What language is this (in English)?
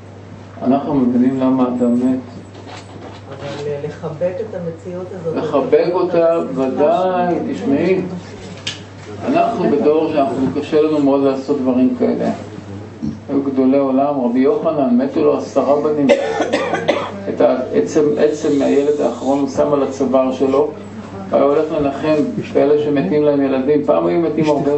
Hebrew